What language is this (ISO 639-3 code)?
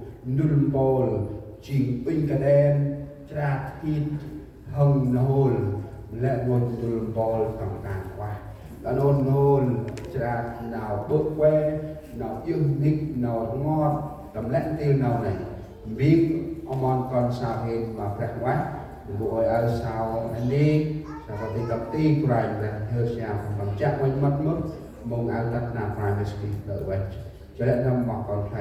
cmo